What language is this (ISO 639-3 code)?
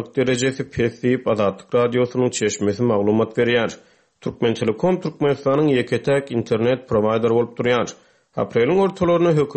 tuk